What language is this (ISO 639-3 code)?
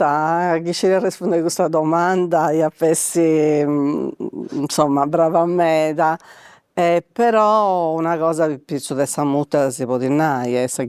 srd